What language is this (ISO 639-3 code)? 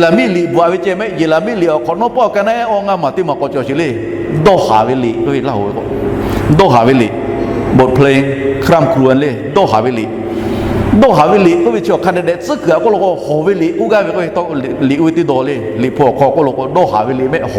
lhu